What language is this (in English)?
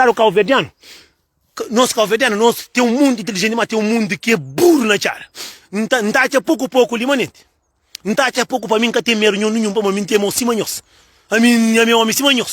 Kabuverdianu